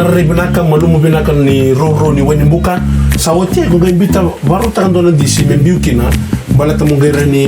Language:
Fijian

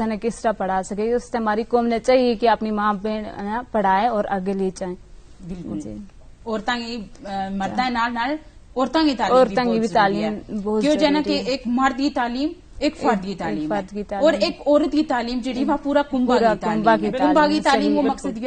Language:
Gujari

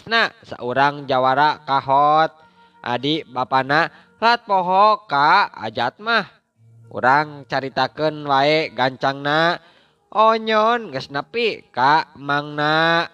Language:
Sundanese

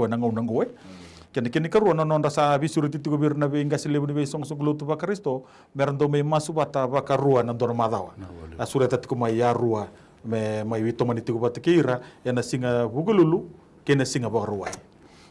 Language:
Fijian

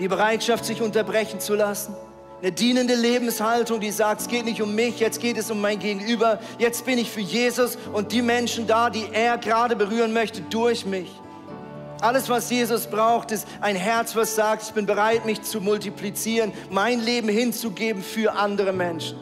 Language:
Swiss German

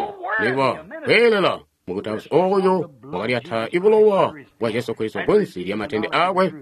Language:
Tonga (Zambia)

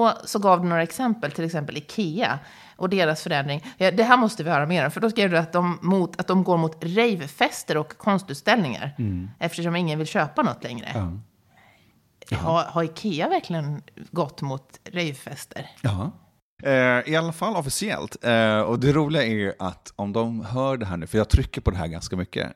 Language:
Swedish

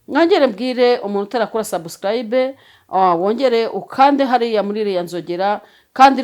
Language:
Kinyarwanda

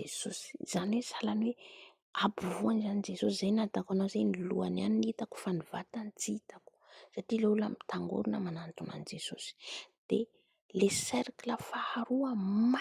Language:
Malagasy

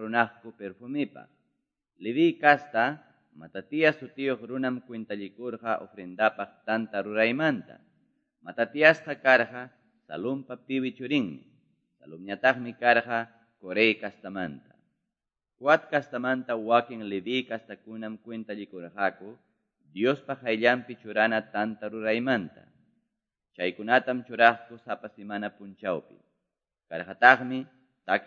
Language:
Quechua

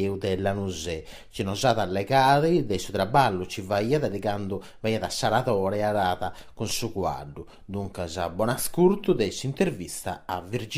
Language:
Sardinian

